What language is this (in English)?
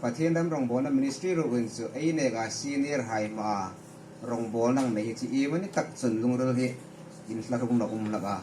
Hmar